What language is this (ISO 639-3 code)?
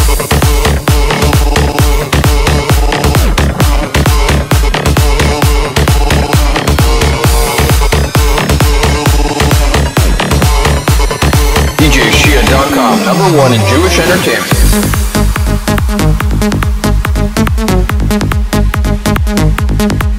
heb